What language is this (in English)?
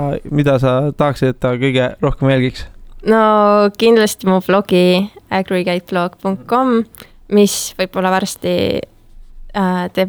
Estonian